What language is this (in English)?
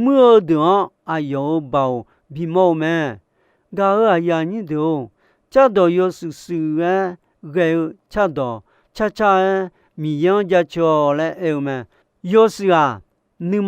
Akha